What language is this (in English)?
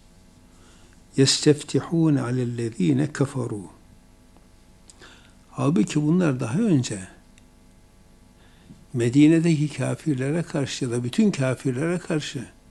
Turkish